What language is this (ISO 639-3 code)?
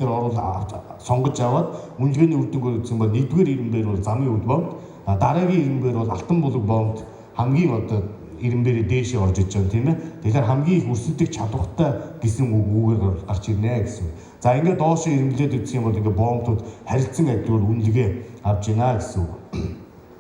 mon